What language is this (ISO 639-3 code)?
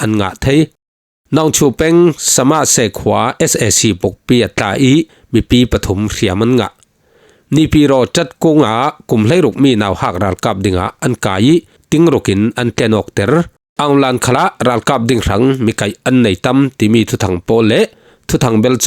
cfm